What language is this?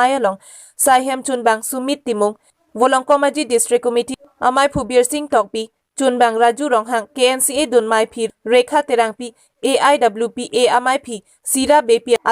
Karbi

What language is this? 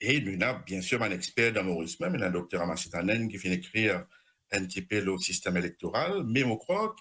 Morisyen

